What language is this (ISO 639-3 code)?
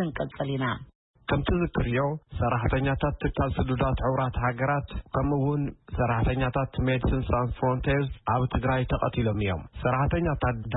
tir